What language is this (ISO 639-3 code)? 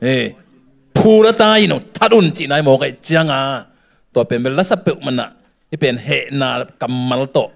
ctd